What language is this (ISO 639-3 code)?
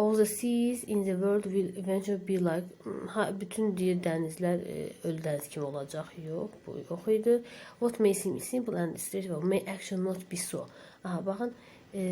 aze